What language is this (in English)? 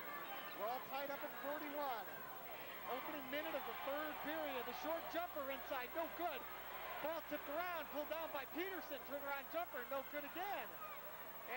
English